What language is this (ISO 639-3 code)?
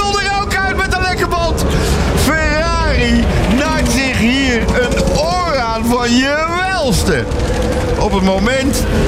nld